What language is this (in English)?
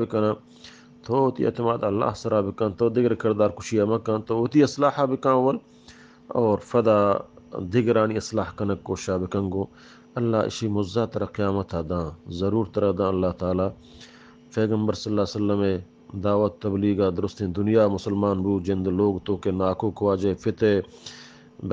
Eastern Balochi